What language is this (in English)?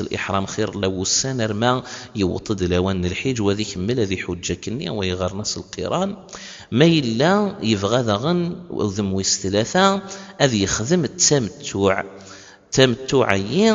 Kabyle